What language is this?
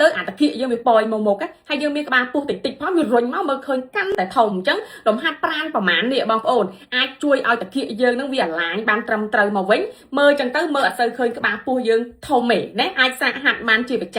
Khmer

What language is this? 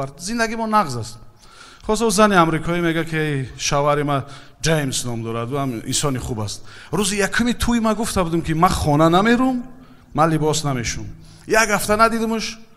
Tajik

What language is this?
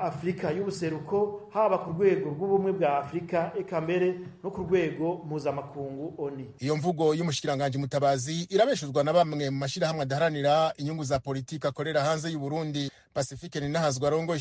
Rundi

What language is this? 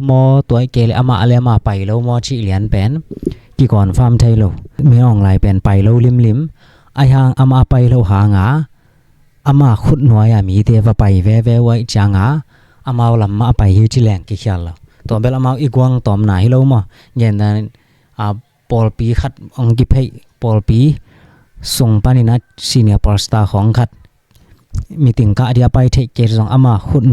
Tedim Chin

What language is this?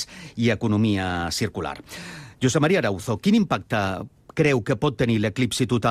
Catalan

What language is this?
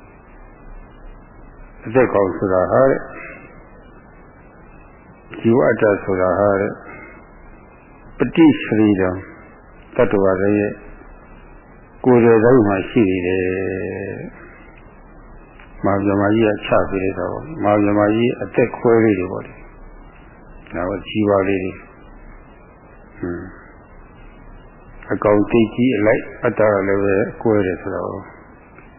Burmese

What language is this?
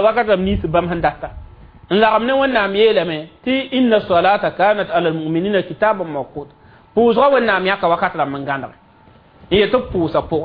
Mossi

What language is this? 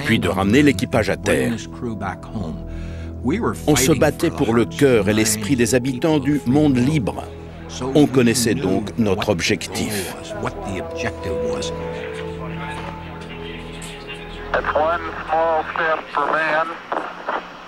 French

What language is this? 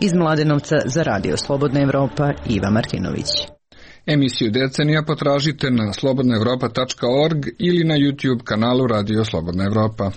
Serbian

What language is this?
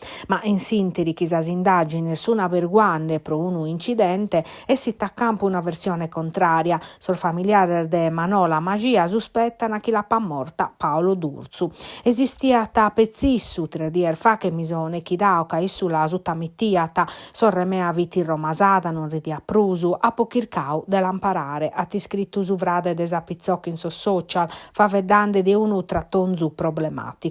Sardinian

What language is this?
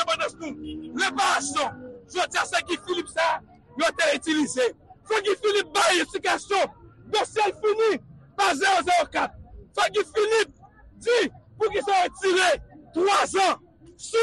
Haitian Creole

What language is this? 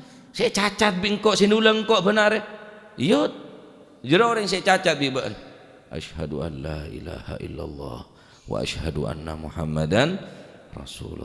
Madurese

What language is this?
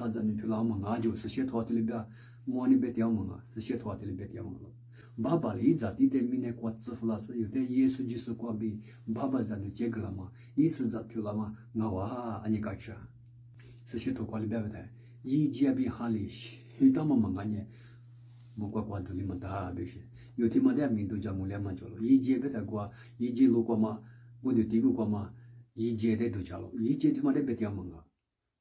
Lisu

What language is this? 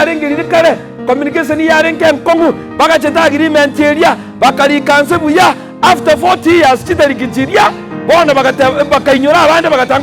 Gusii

